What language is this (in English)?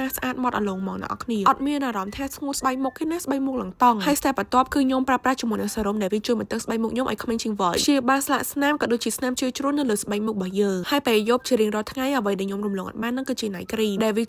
Khmer